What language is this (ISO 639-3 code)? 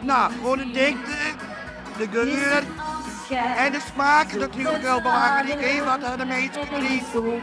fry